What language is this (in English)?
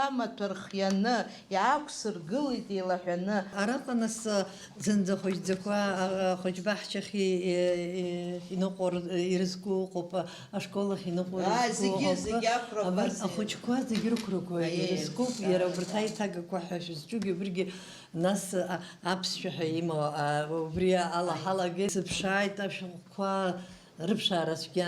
Abkhazian